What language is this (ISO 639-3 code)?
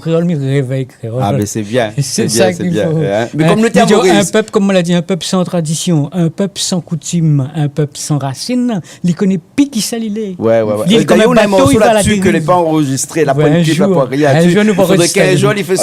rcf